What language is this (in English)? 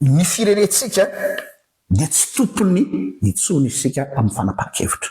Malagasy